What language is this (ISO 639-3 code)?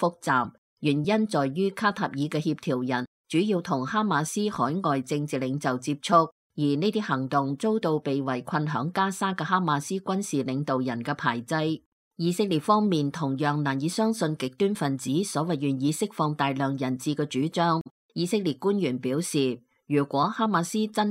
yue